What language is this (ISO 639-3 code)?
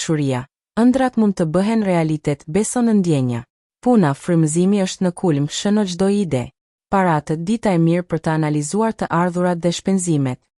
sqi